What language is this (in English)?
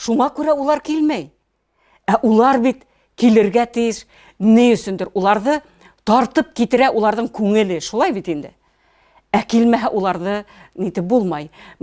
Bashkir